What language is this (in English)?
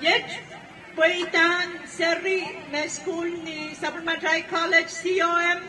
Pohnpeian